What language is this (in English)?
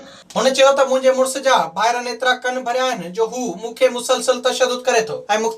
Sindhi